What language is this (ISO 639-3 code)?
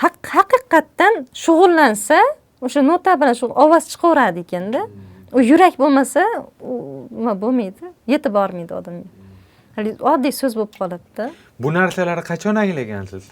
uzb